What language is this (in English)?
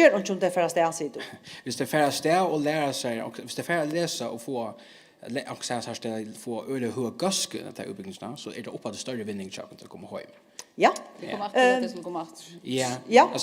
Faroese